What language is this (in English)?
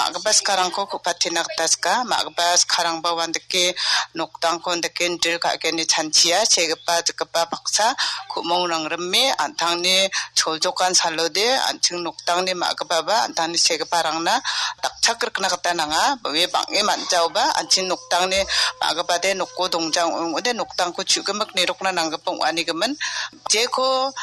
Garo